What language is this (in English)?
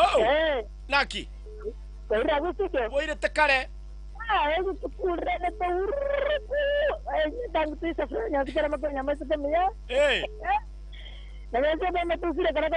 Gusii